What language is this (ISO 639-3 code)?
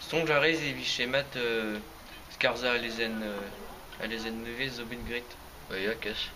bre